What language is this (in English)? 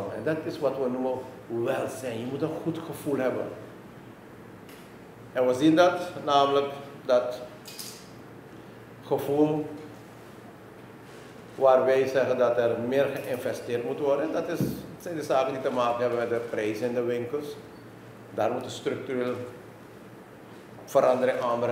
Dutch